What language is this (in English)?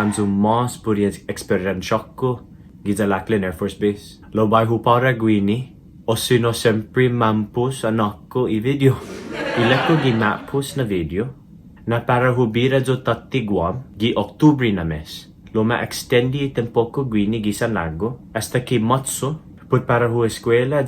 Chamorro